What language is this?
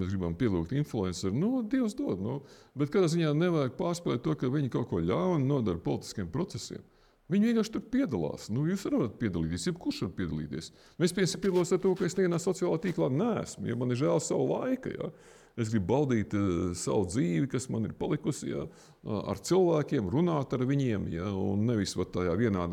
Latvian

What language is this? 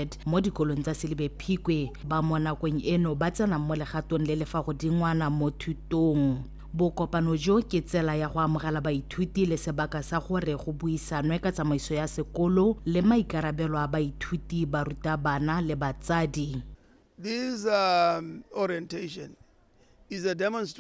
Tswana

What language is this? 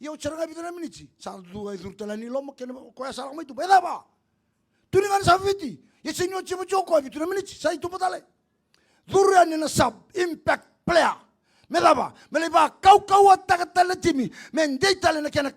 Fijian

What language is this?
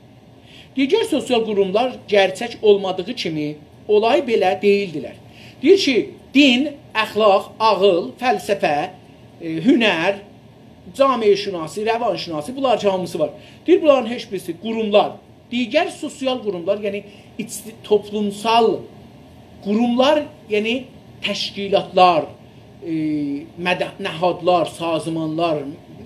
South Azerbaijani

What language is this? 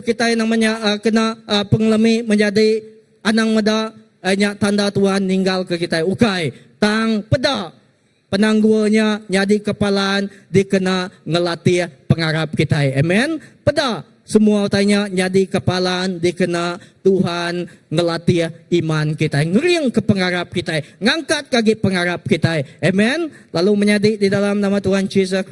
Iban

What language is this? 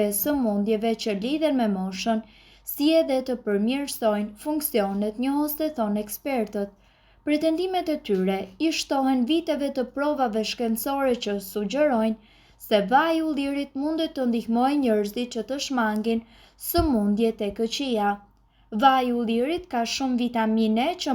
Albanian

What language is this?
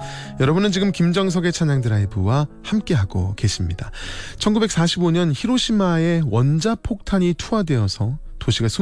Korean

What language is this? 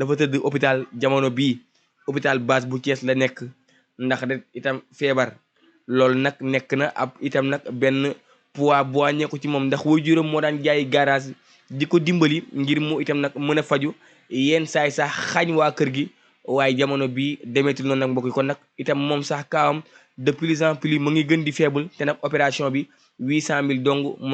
Wolof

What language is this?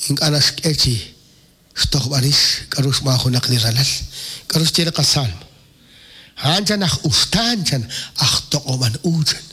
Kekchí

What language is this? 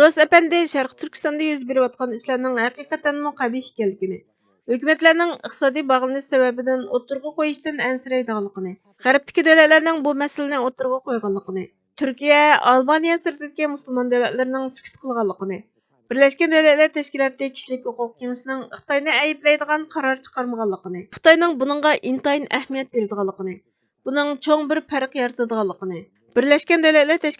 Uyghur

